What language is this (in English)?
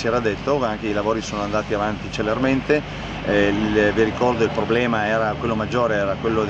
Italian